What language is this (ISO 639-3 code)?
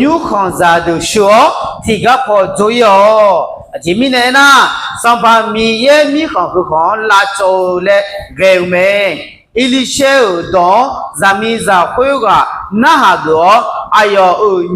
ahk